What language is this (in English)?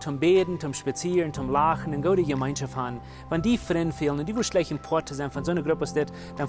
Plautdietsch